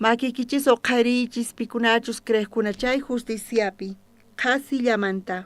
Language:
South Bolivian Quechua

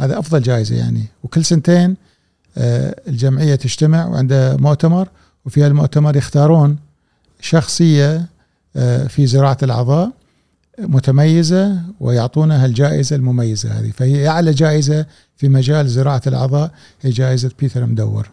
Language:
Gulf Arabic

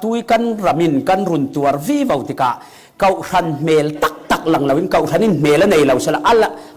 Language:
Falam Chin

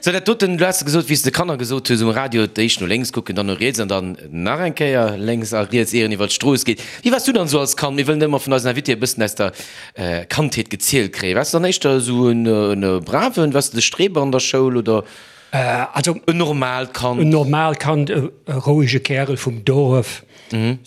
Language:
Luxembourgish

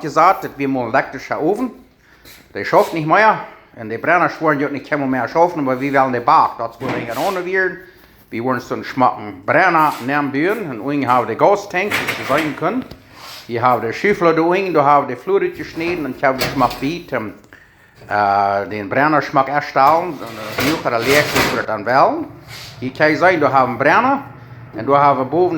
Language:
Plautdietsch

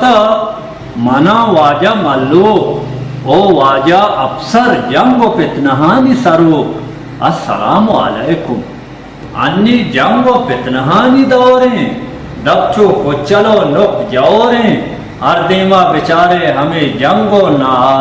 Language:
Baluchi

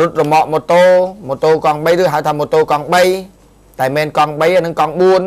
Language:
Khmer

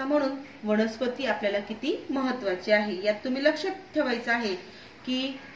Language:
Marathi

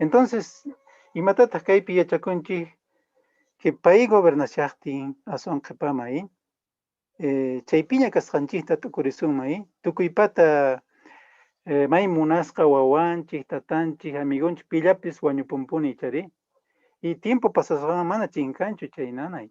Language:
Quechua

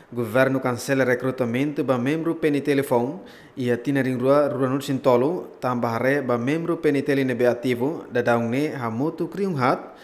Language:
Tetum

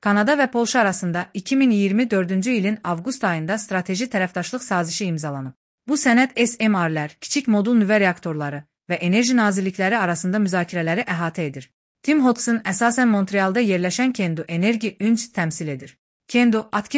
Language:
Azerbaijani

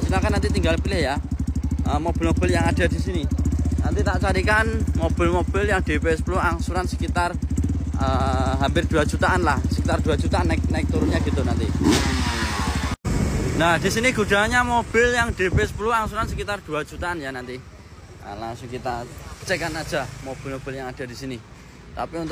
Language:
Indonesian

